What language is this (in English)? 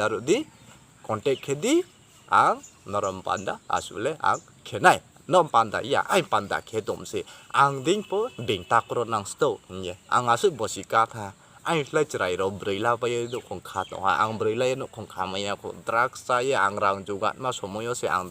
Riang (India)